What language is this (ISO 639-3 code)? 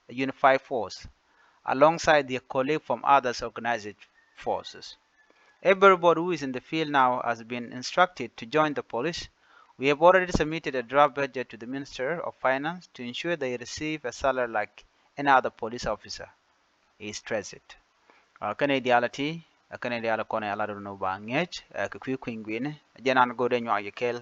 nus